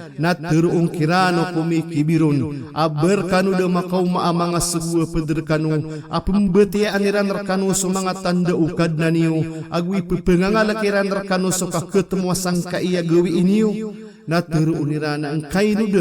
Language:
Maranao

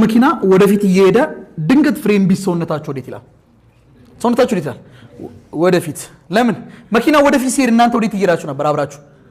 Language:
Amharic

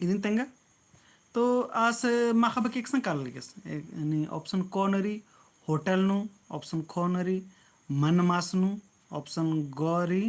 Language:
Kurukh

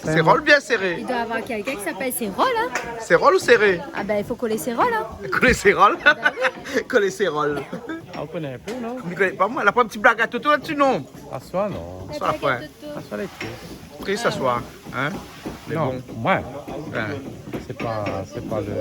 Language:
Réunion Creole French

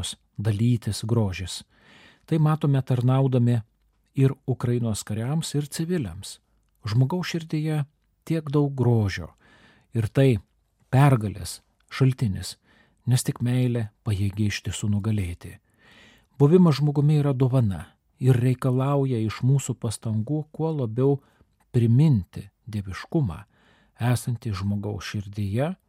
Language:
Lithuanian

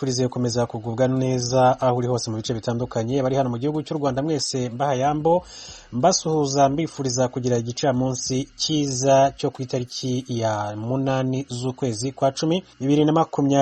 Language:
Kinyarwanda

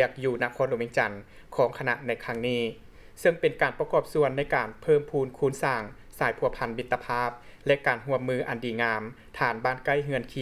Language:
Lao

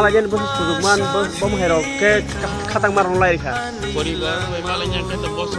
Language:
Kok Borok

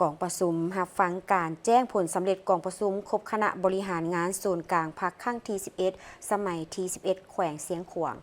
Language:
Lao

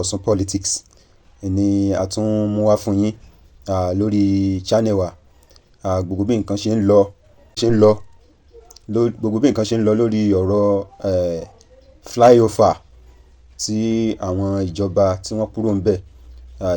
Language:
Yoruba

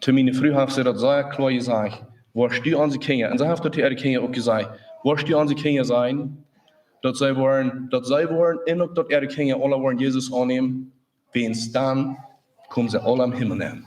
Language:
Plautdietsch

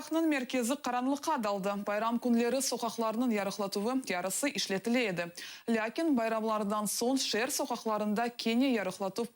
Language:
Crimean Tatar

